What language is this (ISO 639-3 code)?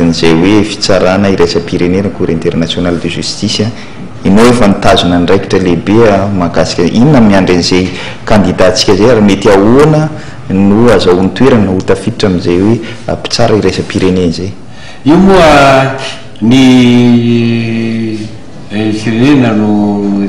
mlg